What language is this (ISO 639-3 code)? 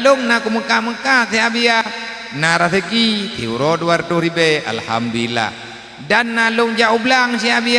ace